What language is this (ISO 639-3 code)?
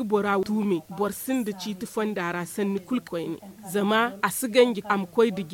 dje